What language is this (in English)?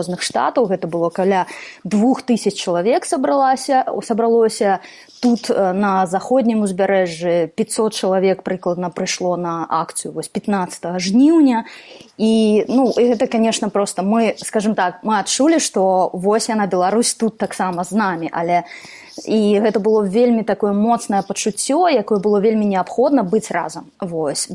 Belarusian